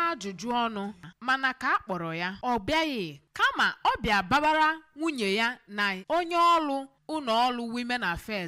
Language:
Igbo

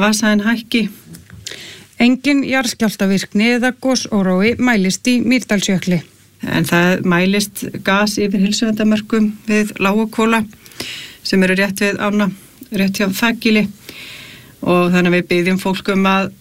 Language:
Icelandic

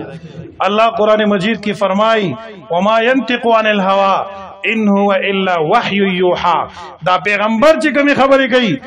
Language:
Pashto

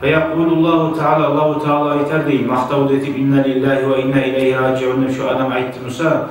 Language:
Kumyk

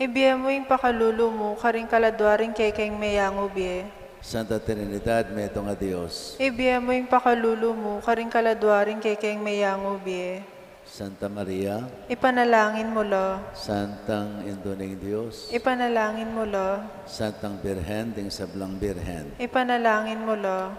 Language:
Pampanga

